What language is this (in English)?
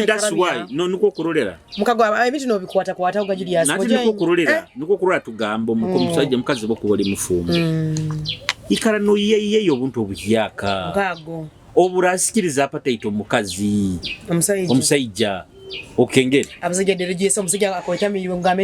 Nyoro